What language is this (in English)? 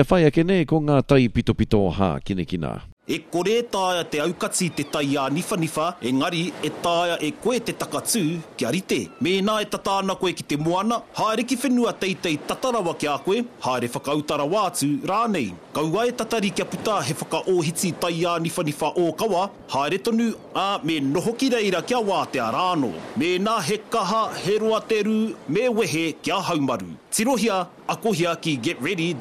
Māori